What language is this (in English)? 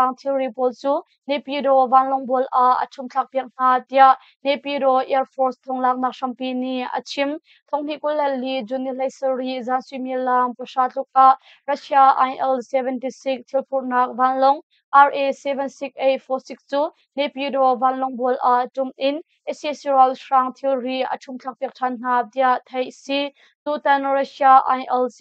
Hakha Chin